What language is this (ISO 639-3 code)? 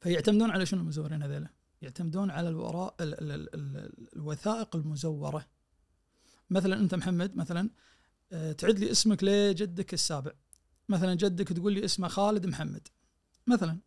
ars